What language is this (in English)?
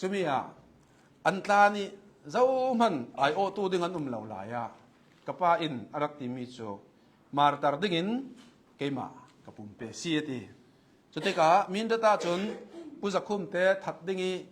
Hakha Chin